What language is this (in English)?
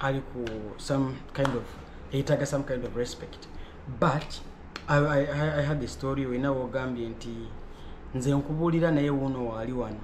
Ganda